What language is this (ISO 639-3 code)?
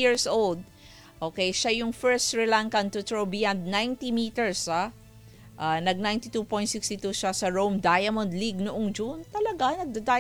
fil